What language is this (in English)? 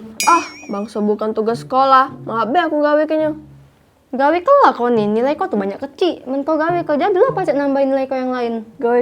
Musi